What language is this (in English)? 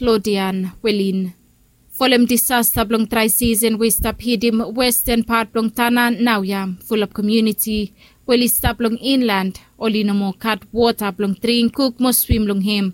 Bislama